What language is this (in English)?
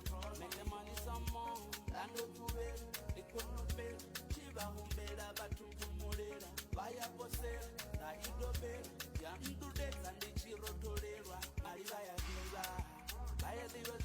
Venda